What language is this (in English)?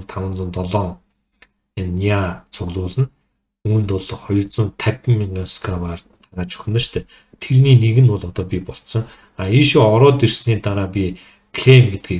Mongolian